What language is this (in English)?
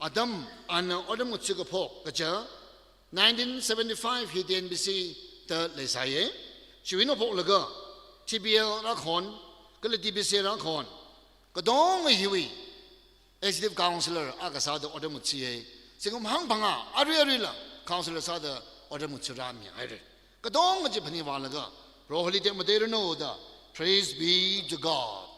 Tangkhul Naga (India)